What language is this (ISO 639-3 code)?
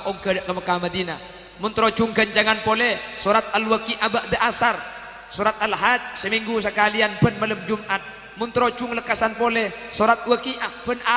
mad